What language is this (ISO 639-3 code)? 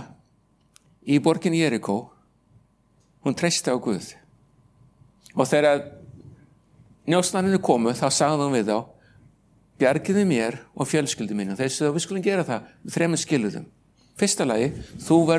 isl